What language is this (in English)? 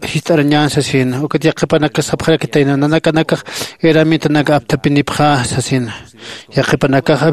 Aymara